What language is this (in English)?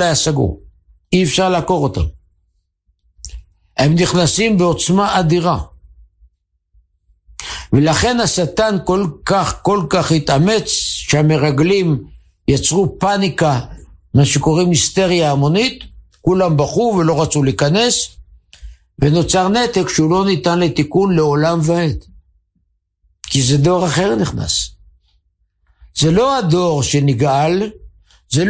Hebrew